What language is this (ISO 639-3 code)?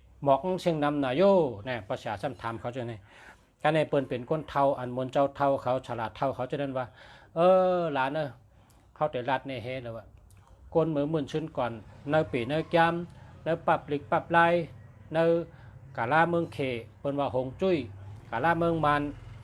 shn